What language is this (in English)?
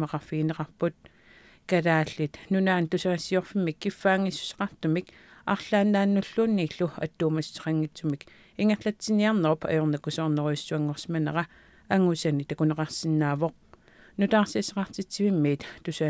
Kalaallisut